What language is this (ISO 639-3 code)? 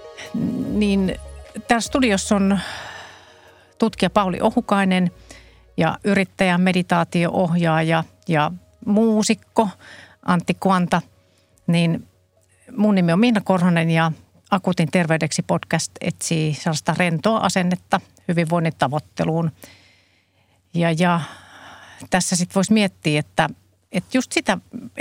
fin